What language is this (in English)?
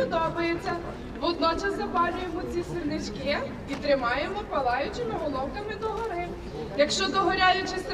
Ukrainian